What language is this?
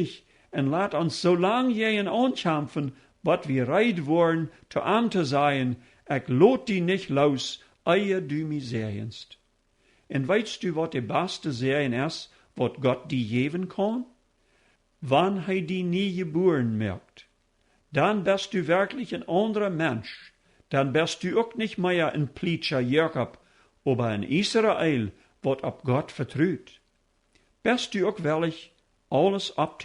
Plautdietsch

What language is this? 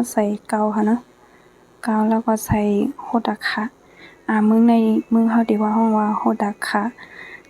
Shan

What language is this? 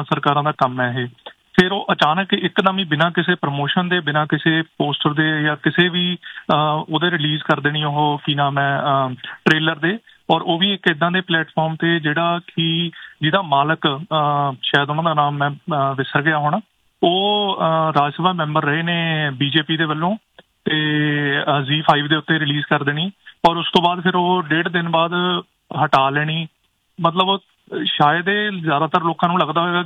Punjabi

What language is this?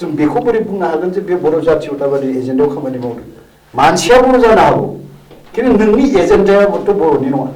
Bodo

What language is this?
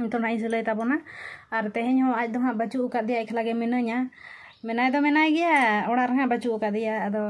Santali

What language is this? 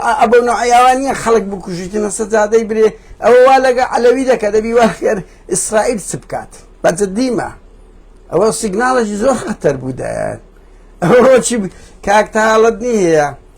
Central Kurdish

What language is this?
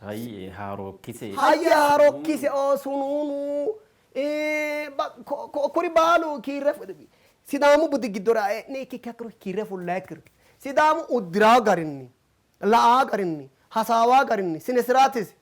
Sidamo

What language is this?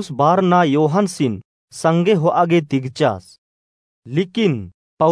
Kurukh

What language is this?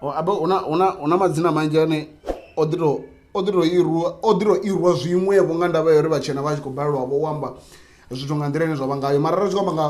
Venda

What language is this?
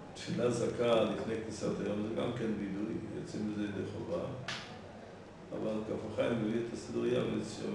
Hebrew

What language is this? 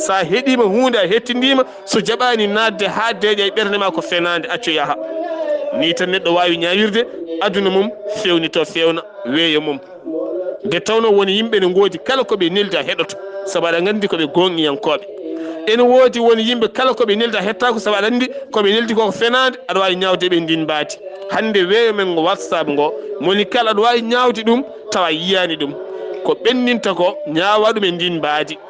Fula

